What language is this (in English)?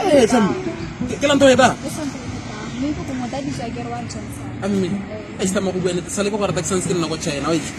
Tswana